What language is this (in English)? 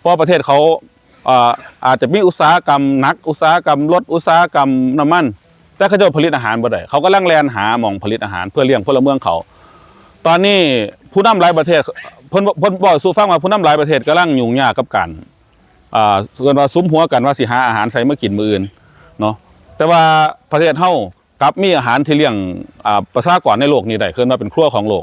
Northeastern Thai